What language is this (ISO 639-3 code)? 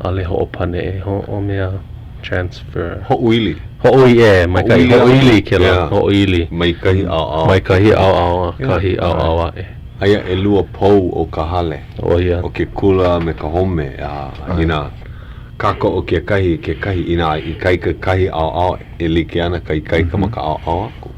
haw